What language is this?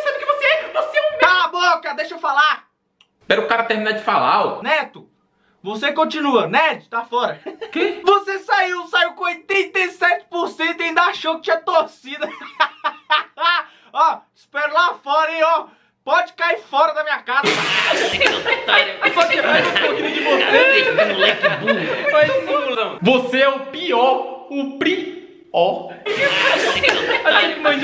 Portuguese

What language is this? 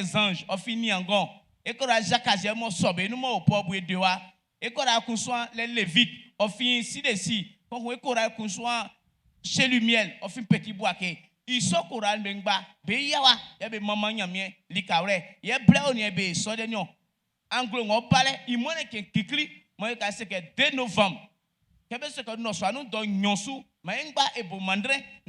Baoulé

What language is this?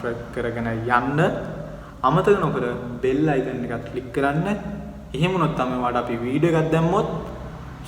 Sinhala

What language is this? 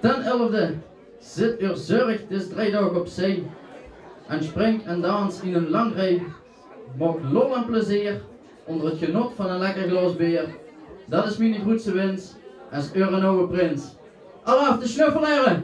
Limburgish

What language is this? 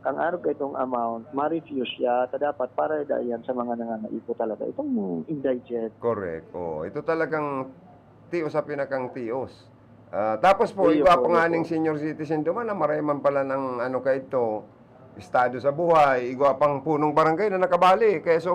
Bikol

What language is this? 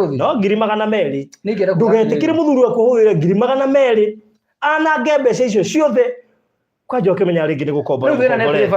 Kikuyu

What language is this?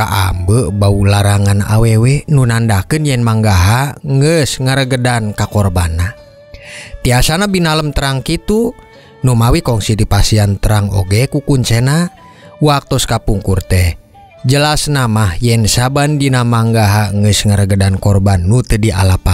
Sundanese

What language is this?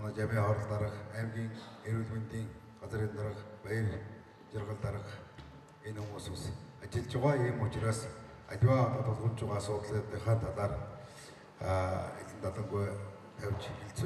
Mongolian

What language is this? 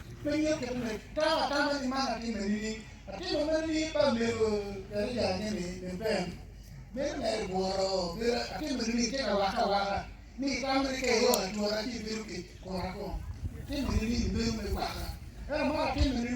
Acoli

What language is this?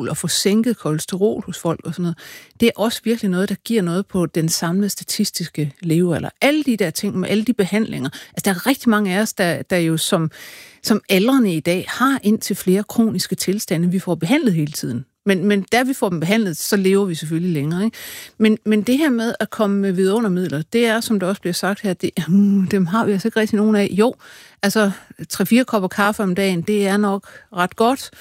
Danish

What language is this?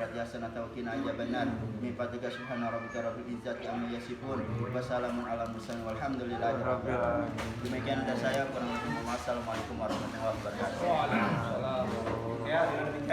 Betawi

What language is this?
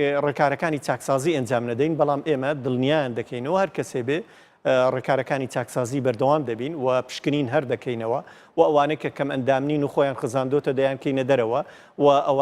Central Kurdish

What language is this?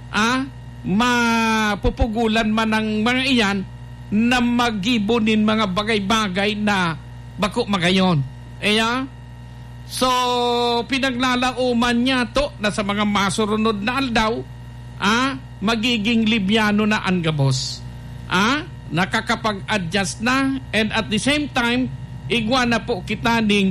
Bikol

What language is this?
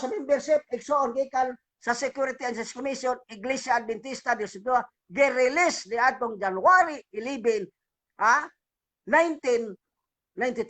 Cebuano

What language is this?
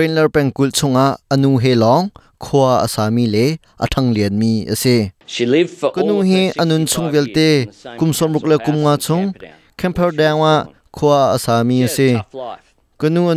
Hakha Chin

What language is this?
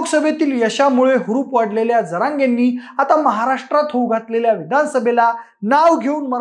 Marathi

